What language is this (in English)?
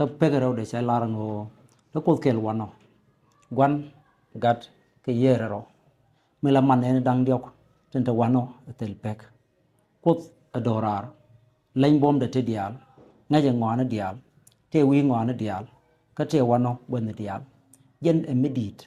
Nuer